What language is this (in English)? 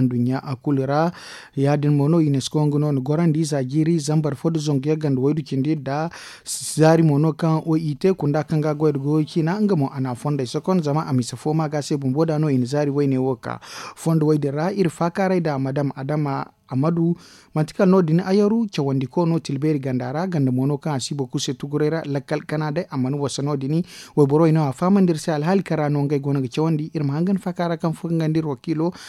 Zarma